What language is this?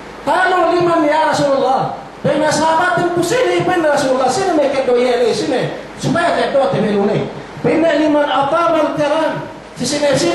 Yakan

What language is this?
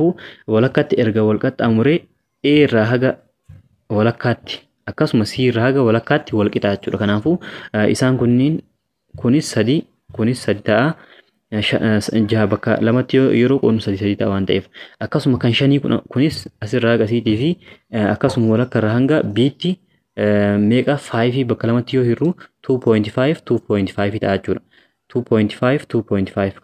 Oromo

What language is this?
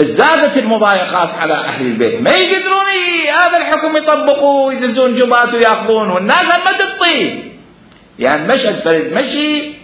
Mesopotamian Arabic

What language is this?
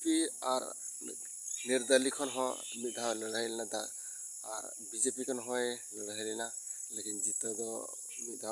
Santali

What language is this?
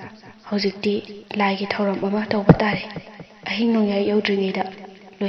Manipuri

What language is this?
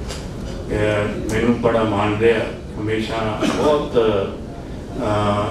Punjabi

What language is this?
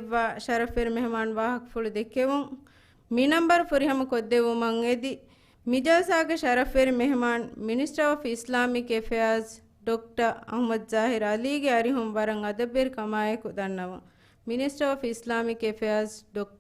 Divehi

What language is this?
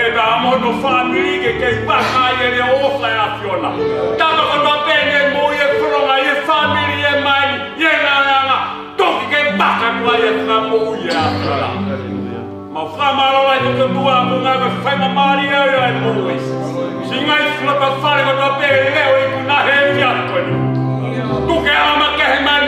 Tongan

